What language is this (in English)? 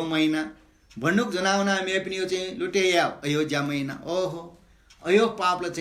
Newari